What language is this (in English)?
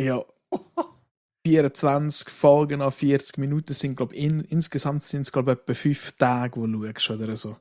Swiss German